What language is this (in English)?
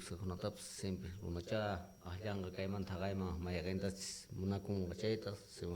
South Bolivian Quechua